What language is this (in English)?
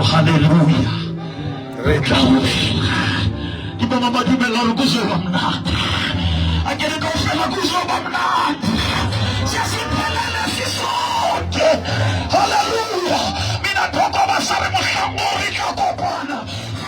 Southern Sotho